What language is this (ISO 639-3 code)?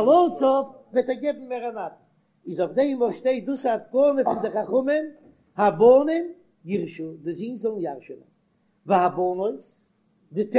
yid